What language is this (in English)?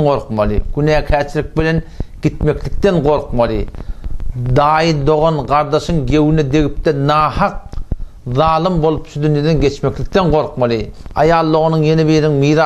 Turkmen